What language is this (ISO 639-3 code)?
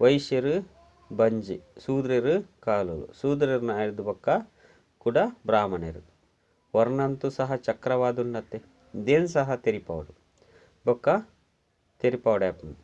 tcy